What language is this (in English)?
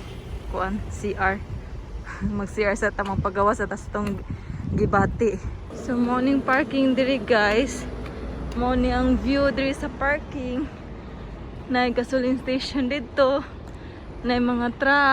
Cebuano